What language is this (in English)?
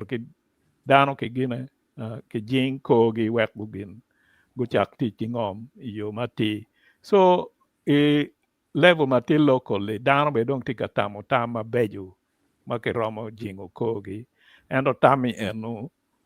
Acoli